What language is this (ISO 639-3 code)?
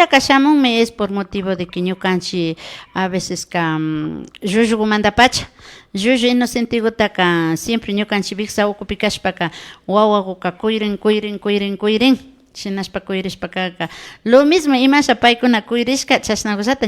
qvi